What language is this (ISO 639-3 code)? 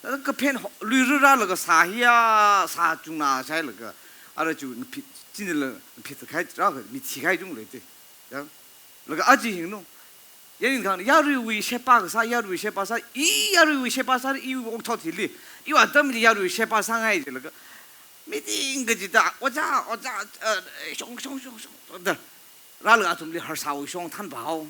nmf